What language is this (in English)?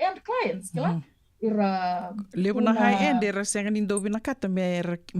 Fijian